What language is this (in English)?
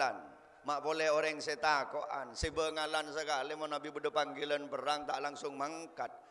Madurese